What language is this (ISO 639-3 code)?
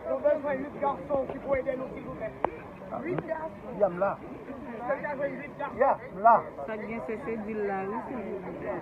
hat